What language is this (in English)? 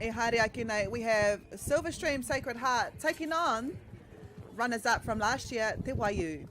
Māori